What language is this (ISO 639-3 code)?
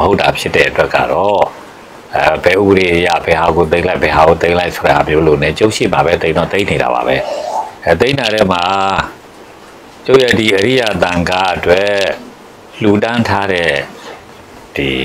mya